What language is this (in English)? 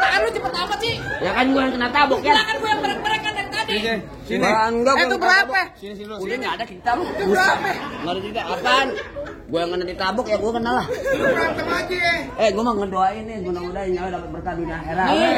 Betawi